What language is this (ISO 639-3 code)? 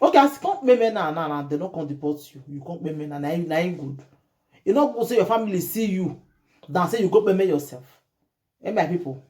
pcm